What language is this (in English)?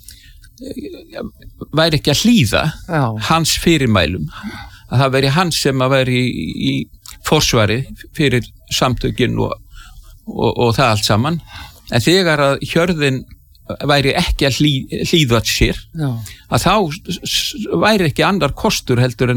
Icelandic